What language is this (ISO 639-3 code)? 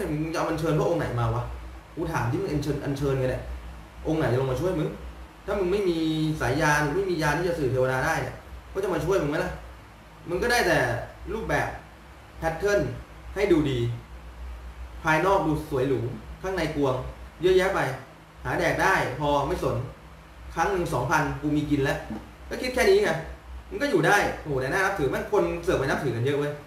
tha